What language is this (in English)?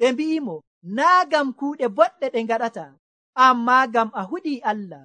Nigerian Fulfulde